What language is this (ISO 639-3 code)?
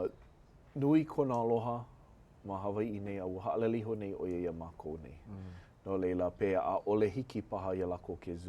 haw